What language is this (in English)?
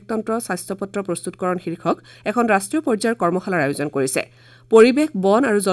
Assamese